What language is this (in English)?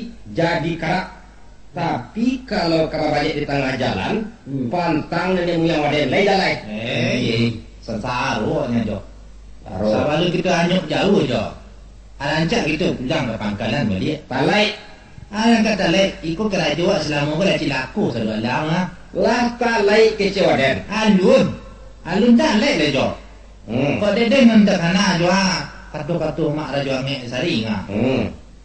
Minangkabau